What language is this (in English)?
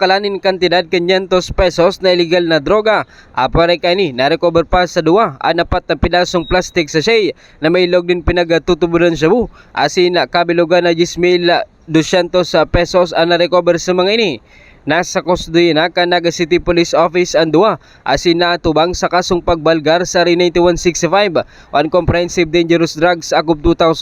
Bikol